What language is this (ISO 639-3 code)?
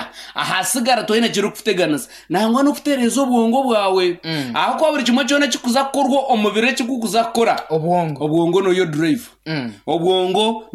nyn